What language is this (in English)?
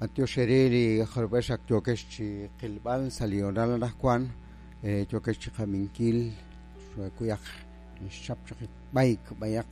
Kekchí